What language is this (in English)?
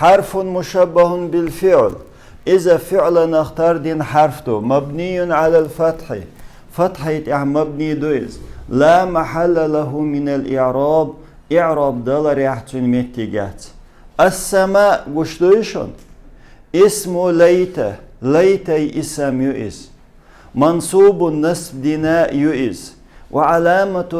Chechen